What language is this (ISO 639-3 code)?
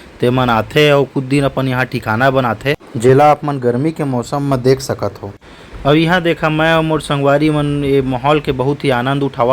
hne